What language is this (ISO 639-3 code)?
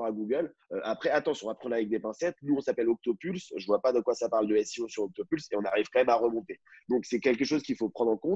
fra